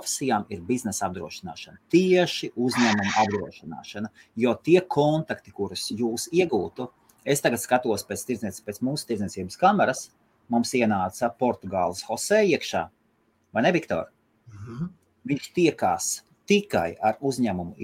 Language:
Latvian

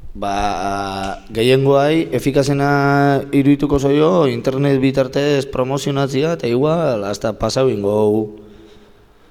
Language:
Basque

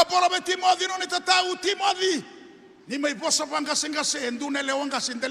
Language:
Fijian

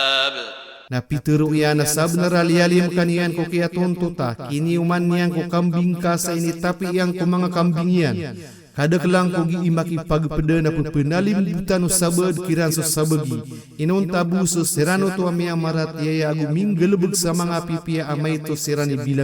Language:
Maranao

